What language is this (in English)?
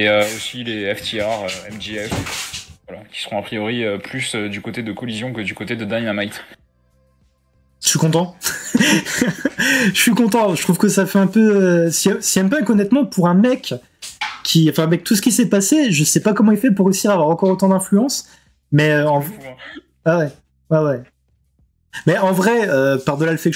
French